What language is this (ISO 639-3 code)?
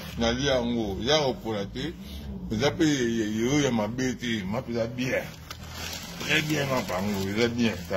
lin